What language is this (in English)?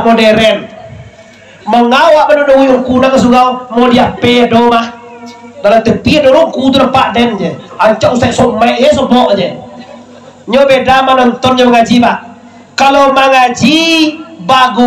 Minangkabau